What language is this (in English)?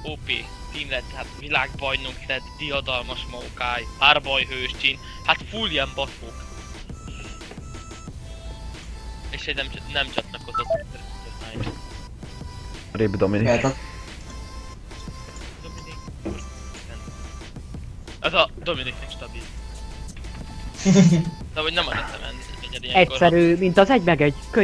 Hungarian